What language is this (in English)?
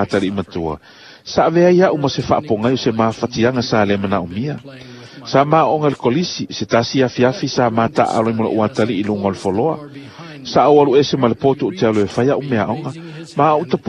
Samoan